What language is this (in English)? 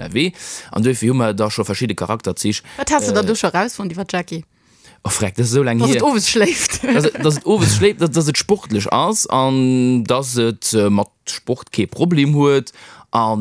Luxembourgish